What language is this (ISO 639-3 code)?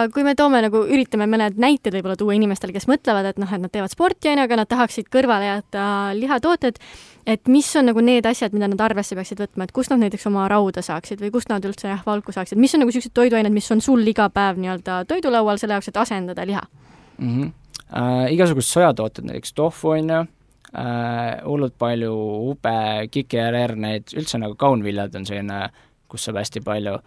est